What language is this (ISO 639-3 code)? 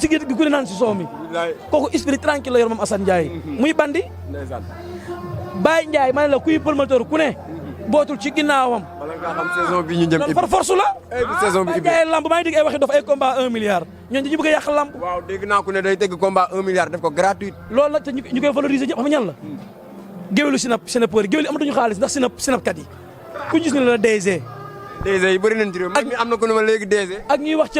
wol